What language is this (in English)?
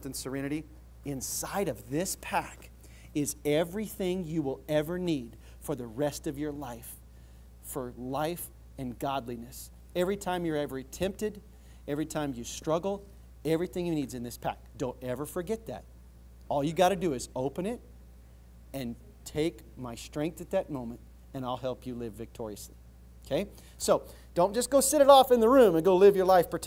English